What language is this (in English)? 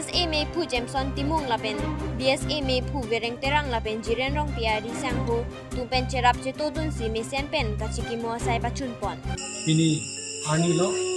Karbi